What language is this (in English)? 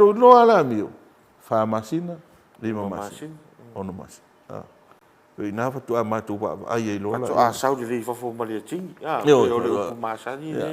Samoan